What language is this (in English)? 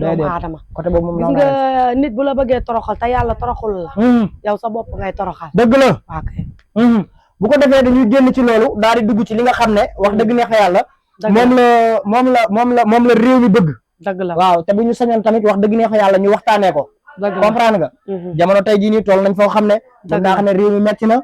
Wolof